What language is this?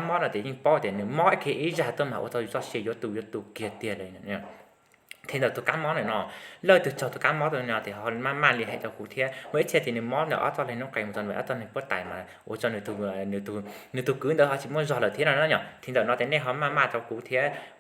Hmong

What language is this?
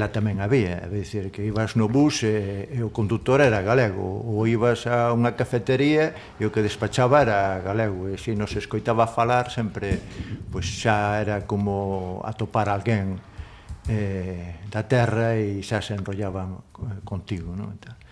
Galician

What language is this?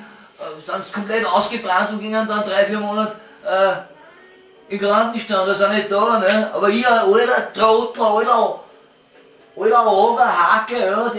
Bavarian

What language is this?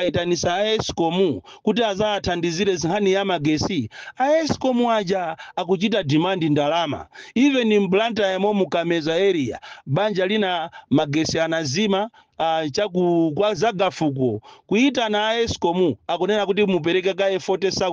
Nyanja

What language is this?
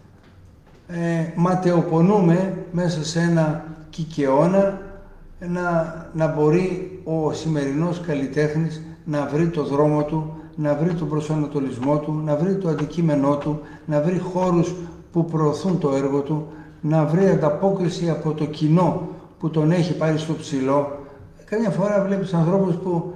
Greek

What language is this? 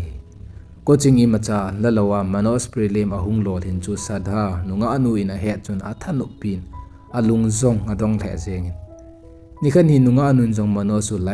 Thado Chin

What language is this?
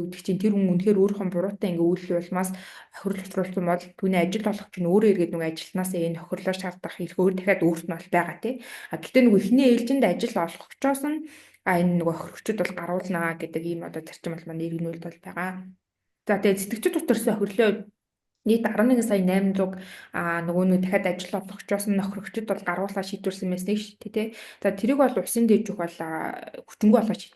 Mongolian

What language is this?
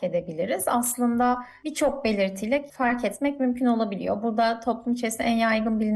Turkish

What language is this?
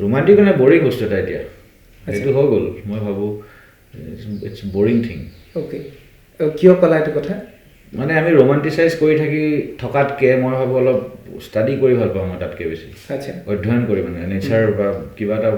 Assamese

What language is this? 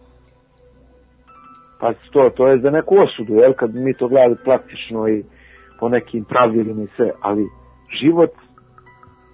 Serbian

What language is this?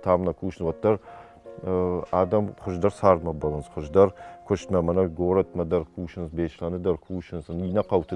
Ossetic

